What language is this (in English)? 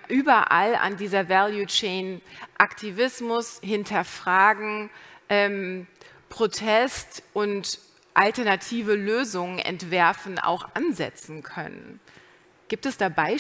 German